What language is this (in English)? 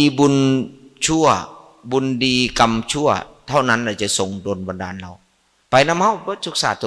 Northeastern Thai